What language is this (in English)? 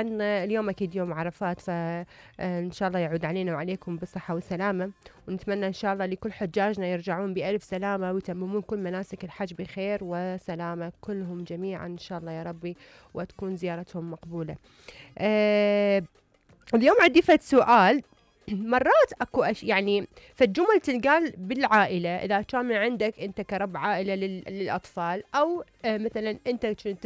Mesopotamian Arabic